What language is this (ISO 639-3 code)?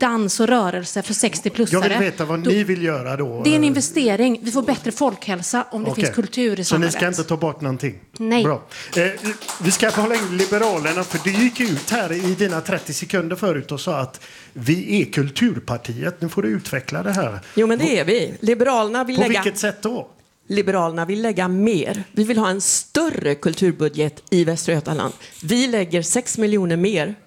swe